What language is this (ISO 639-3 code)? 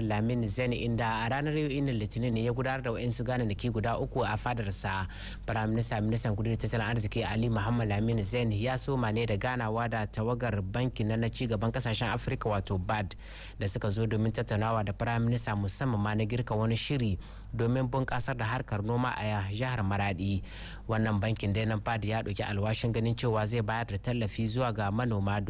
hau